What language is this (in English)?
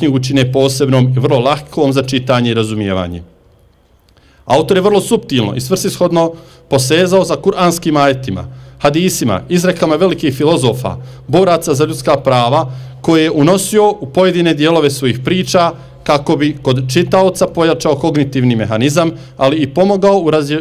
Bosnian